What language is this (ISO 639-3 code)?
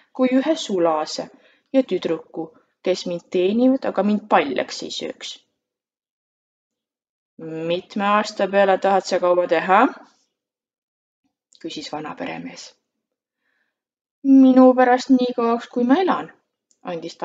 est